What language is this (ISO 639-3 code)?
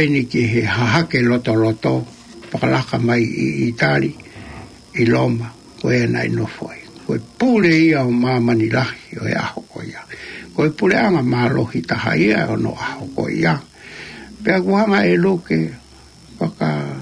ton